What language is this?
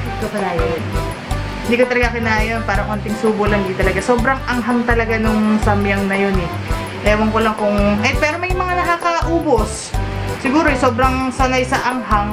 Filipino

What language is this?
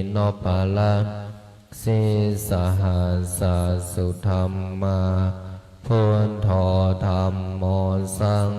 Pali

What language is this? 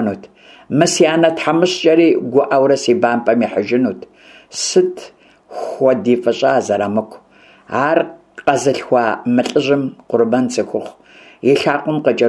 Kabardian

